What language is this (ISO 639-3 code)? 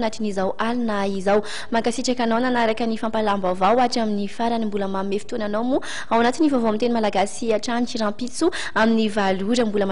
mlg